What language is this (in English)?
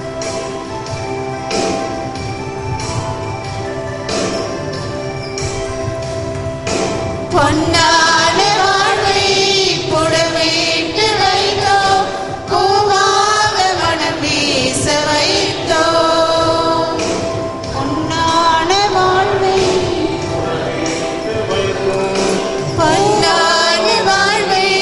Tamil